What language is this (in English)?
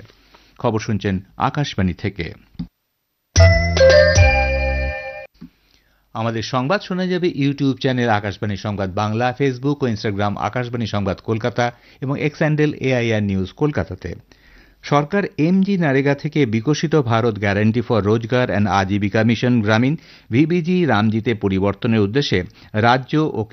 Bangla